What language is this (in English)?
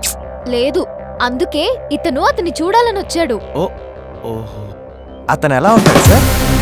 Telugu